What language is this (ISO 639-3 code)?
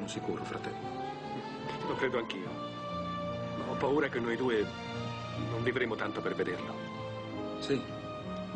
ita